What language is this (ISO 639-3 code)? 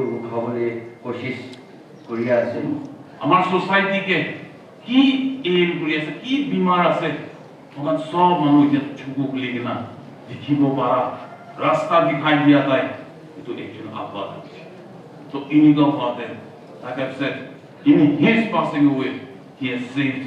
nag